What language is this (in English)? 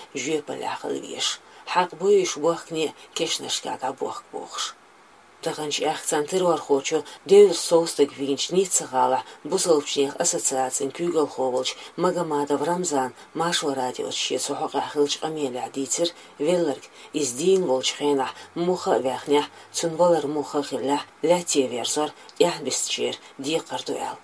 Chechen